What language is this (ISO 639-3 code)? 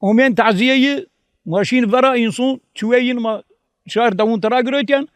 zza